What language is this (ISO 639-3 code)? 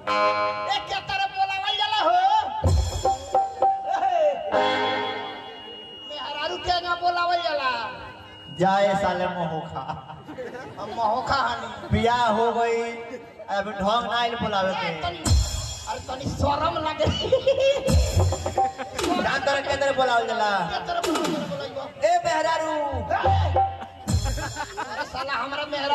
bho